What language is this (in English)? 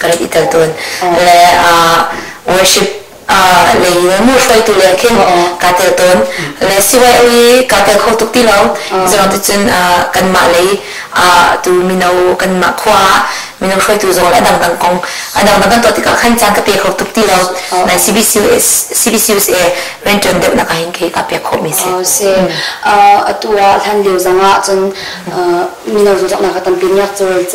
Hakha Chin